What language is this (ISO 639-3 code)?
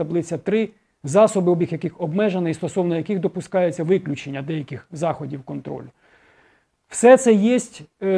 ukr